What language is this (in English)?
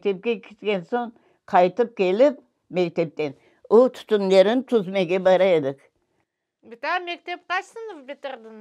Crimean Tatar